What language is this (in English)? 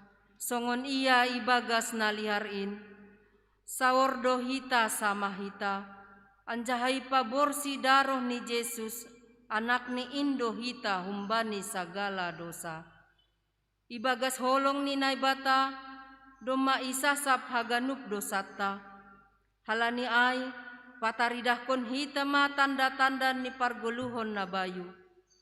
Batak Simalungun